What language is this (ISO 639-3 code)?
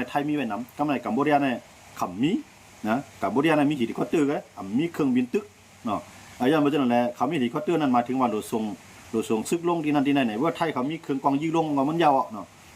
shn